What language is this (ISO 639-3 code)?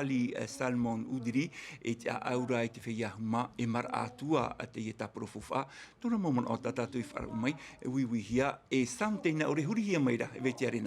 tah